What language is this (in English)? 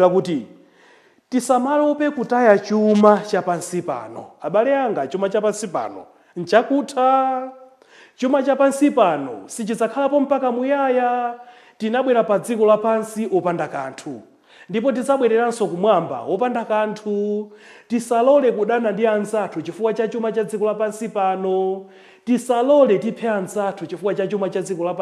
Nyanja